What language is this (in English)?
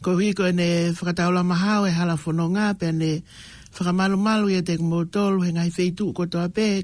Tongan